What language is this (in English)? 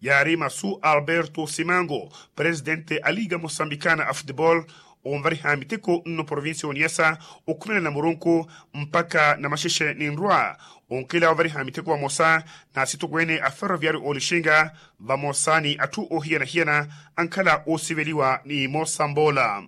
Makhuwa